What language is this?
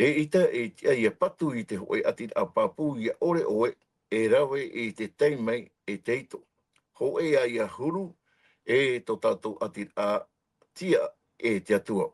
Tahitian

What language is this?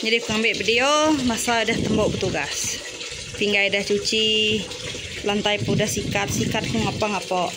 Iban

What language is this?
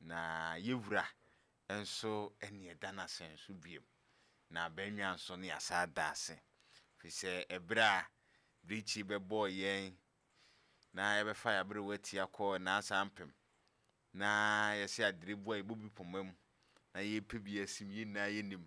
Akan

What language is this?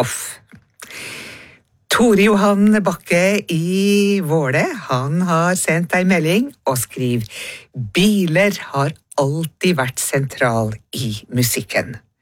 Norwegian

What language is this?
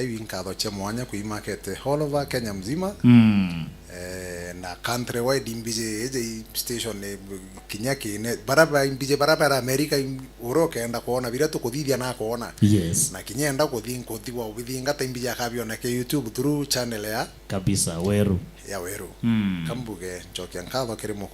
Meru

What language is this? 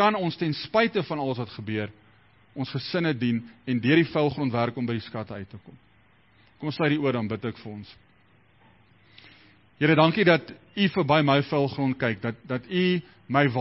Afrikaans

